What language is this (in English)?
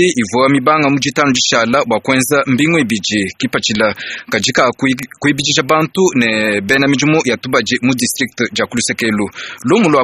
Luba-Lulua